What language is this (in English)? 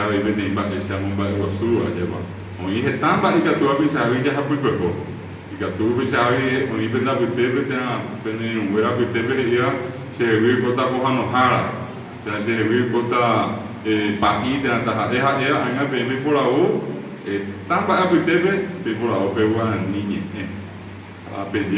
Guarani